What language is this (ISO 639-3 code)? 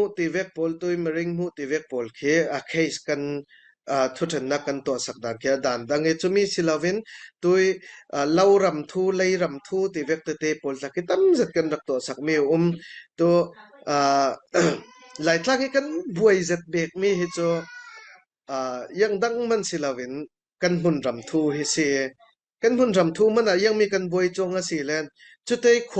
cfm